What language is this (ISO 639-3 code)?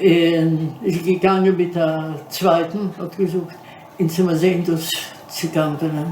yid